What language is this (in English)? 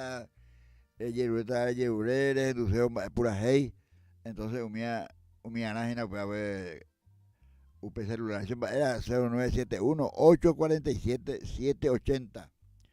Guarani